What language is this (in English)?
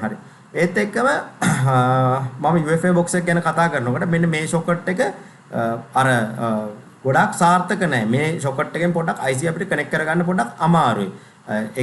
Sinhala